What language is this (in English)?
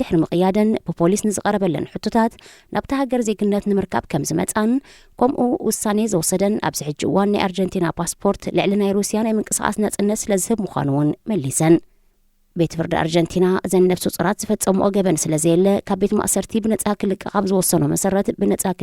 Tigrinya